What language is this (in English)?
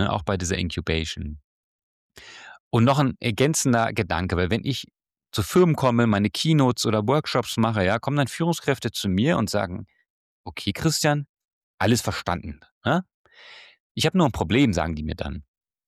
German